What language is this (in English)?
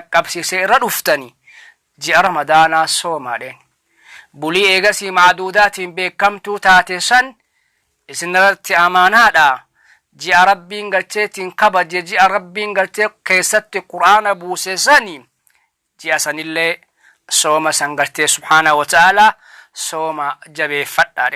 Oromo